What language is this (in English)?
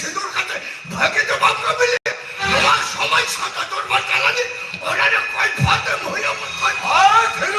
Santali